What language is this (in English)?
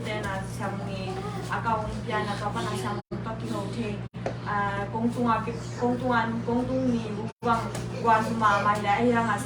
Tedim Chin